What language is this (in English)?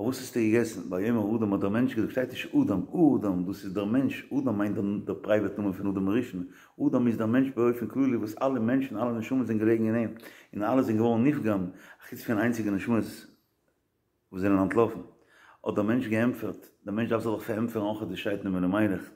Yiddish